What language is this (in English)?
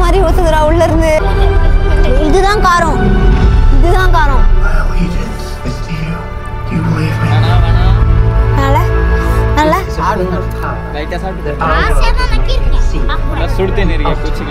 Tamil